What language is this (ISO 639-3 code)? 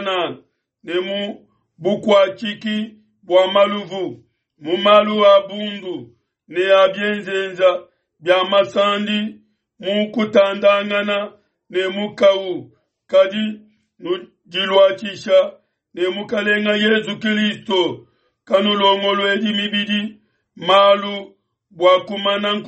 lua